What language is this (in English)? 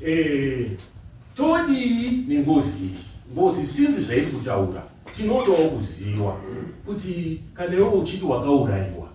Shona